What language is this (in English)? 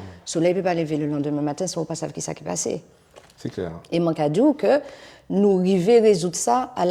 Guadeloupean Creole French